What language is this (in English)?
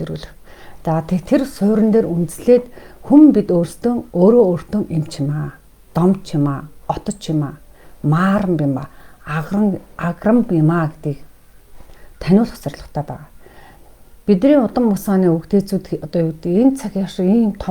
Mongolian